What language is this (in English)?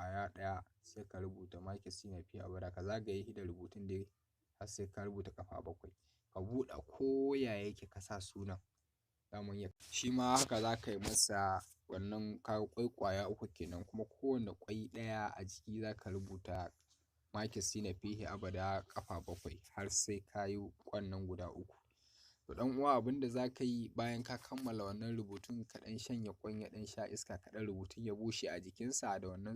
Hausa